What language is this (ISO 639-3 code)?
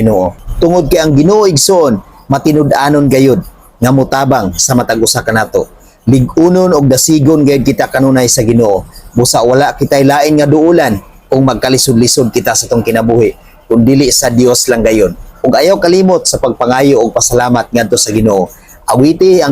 ceb